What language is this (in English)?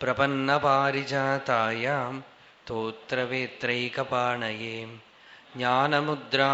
Sanskrit